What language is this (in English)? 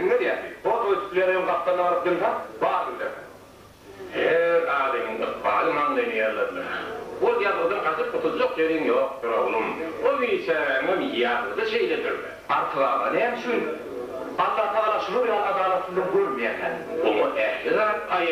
Turkmen